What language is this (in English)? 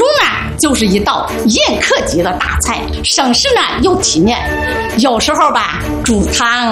Chinese